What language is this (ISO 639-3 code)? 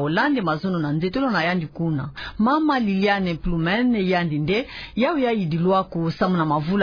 ktu